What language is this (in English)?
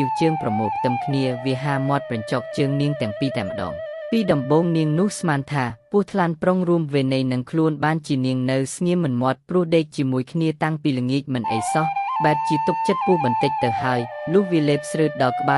Khmer